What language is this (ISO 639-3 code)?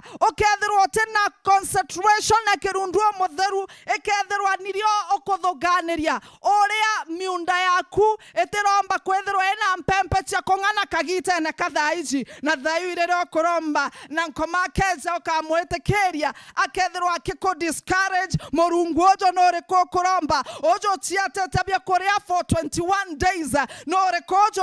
mer